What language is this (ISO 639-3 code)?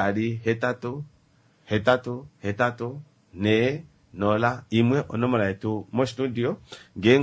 kua